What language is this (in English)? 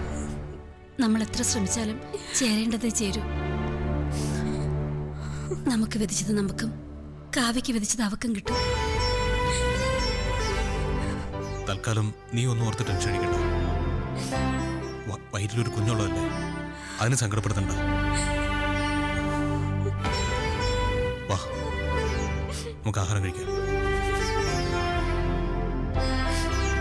Malayalam